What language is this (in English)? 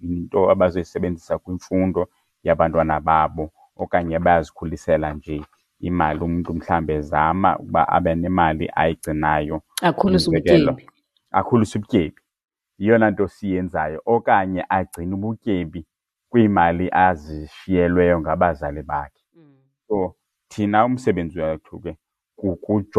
Xhosa